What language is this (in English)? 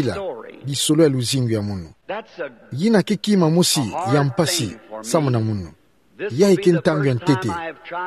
Kituba (Democratic Republic of Congo)